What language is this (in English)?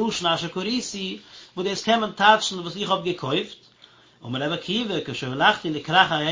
Yiddish